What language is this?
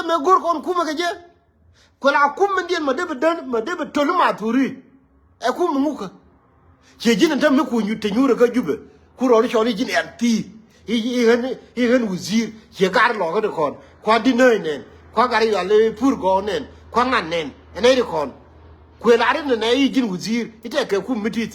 Nuer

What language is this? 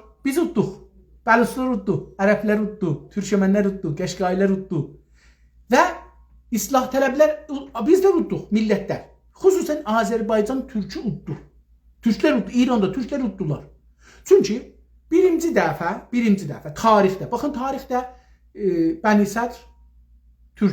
South Azerbaijani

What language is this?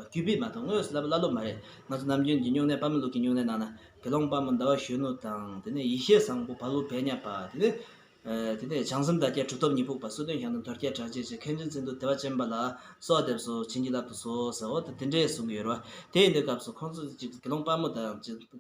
Tibetan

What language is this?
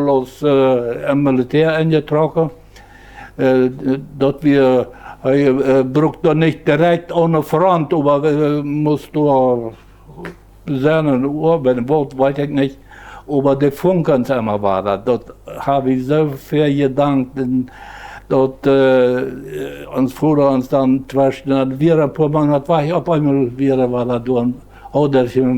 Plautdietsch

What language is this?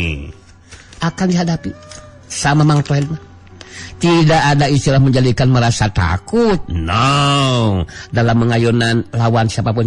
Sundanese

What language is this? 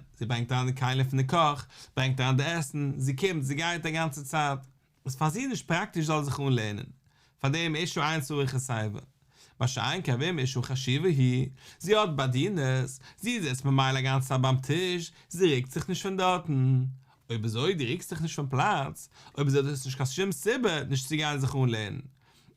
Yiddish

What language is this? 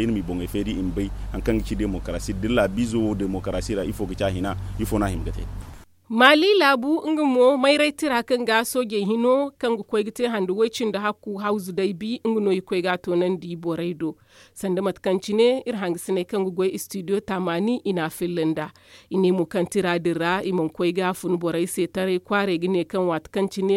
Zarma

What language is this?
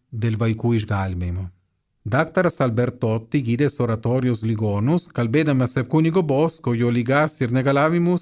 Lithuanian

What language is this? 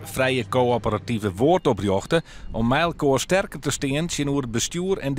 Western Frisian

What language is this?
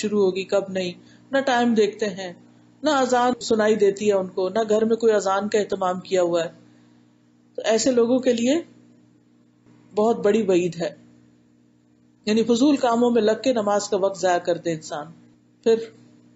Urdu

